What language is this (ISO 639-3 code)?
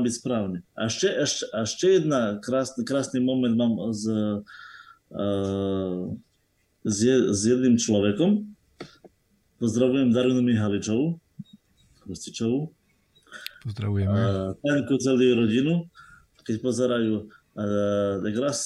slk